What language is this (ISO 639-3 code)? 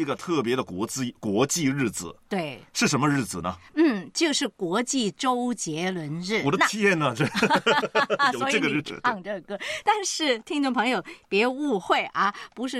zho